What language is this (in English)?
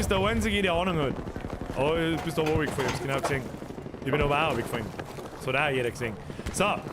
Bavarian